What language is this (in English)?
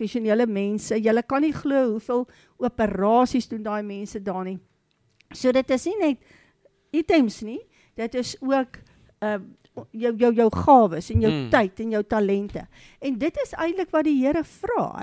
Afrikaans